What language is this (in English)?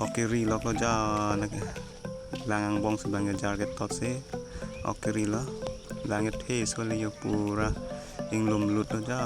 Karbi